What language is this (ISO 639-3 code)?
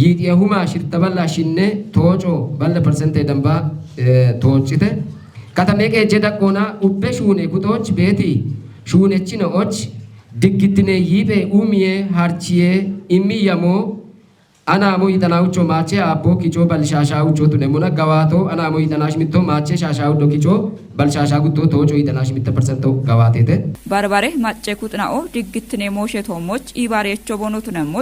kbr